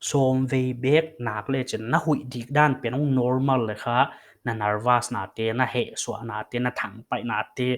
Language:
Paite Chin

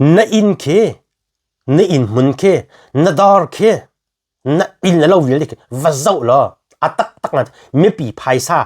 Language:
Hakha Chin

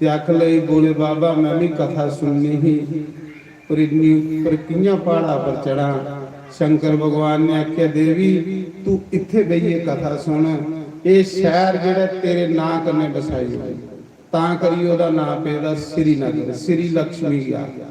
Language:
Dogri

